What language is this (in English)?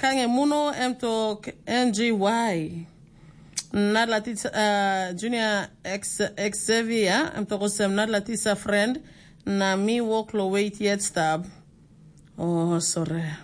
Tok Pisin